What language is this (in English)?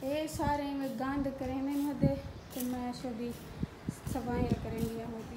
Saraiki